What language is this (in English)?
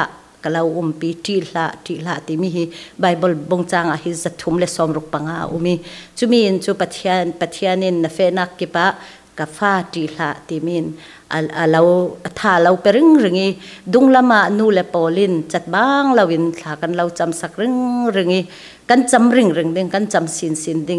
Falam Chin